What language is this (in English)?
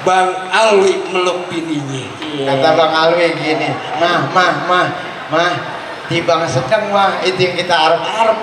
Betawi